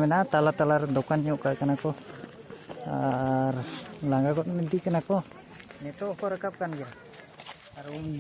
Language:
Santali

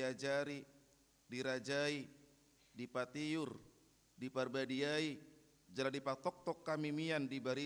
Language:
Batak Toba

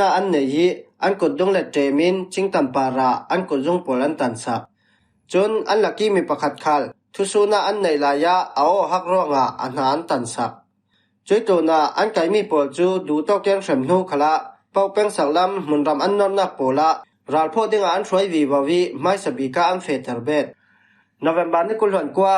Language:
Falam Chin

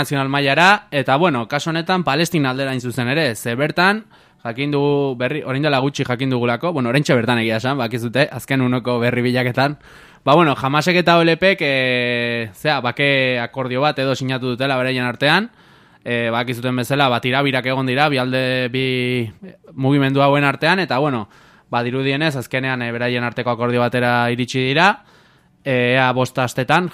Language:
Basque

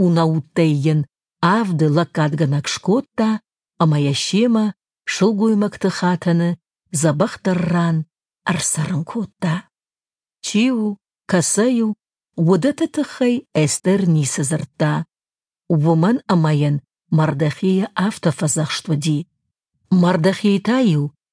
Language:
Ossetic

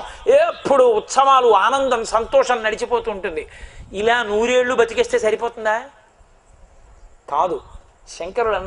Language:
Telugu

